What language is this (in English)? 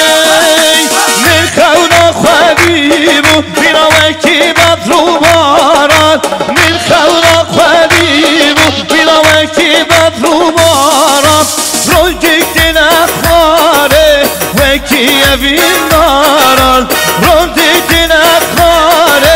Kurdish